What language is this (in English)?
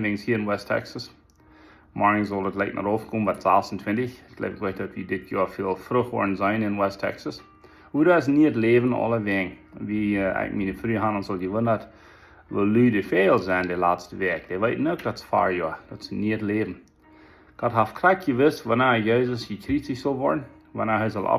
Plautdietsch